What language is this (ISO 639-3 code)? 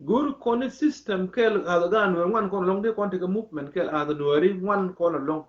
nus